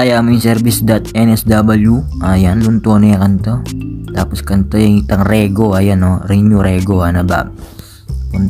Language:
Pampanga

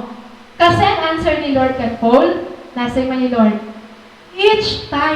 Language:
Waray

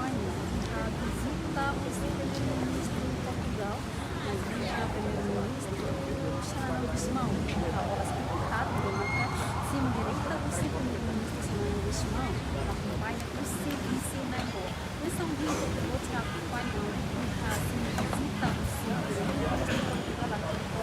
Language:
Tetum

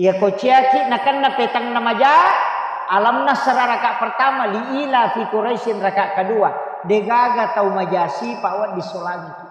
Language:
Buginese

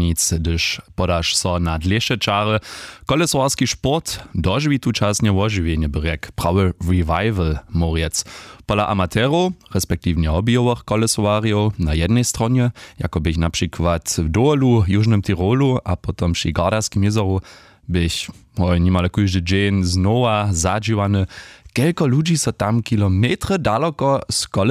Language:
Upper Sorbian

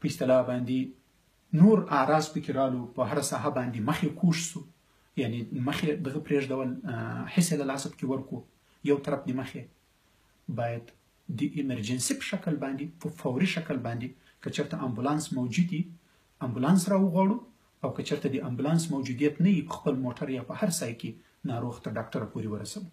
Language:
Pashto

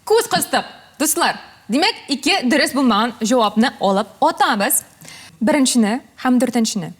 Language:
Tatar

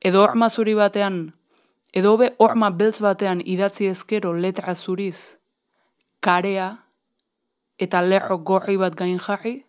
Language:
Basque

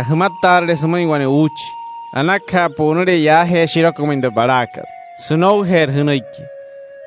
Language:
Wayuu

